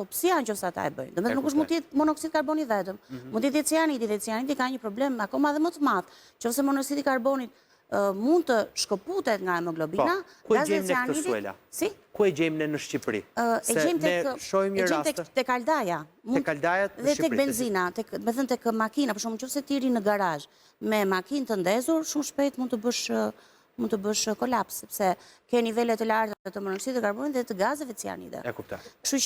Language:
Albanian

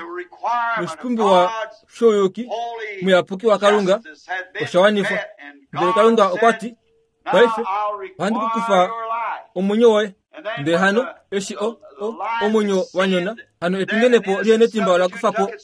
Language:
Kuanyama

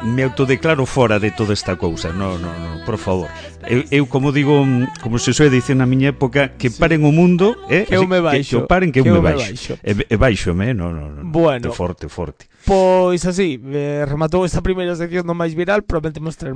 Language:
Galician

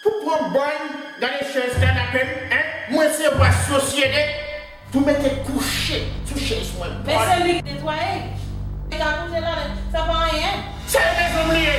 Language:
Haitian Creole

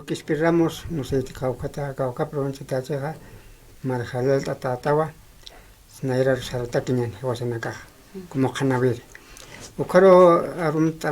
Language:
Aymara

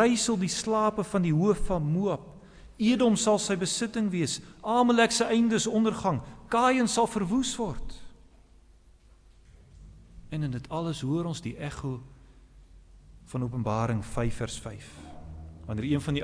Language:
Afrikaans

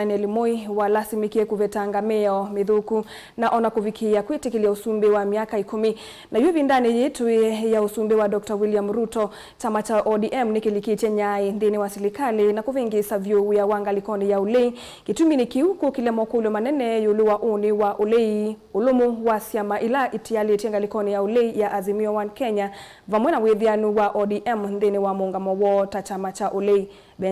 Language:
Kamba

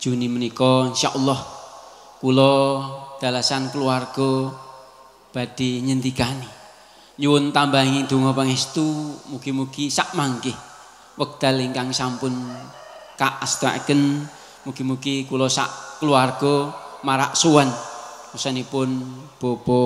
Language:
Javanese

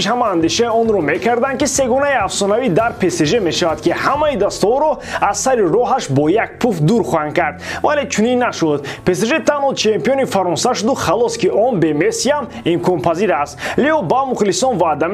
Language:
Tajik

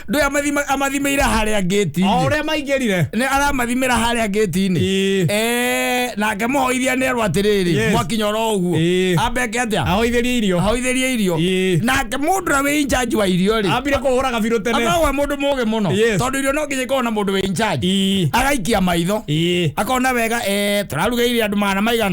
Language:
Kikuyu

